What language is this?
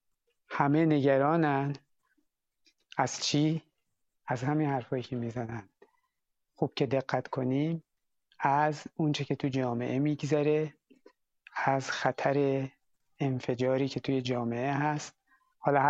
Persian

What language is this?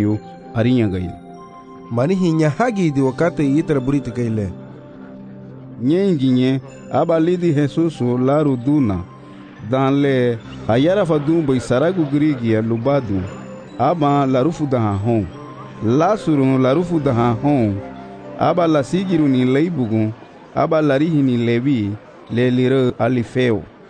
Garifuna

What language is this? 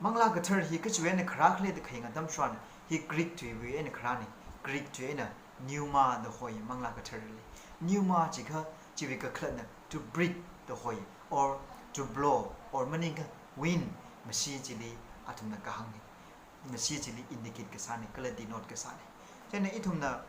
Tangkhul Naga (India)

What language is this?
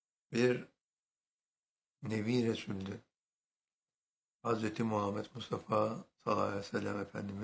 Turkish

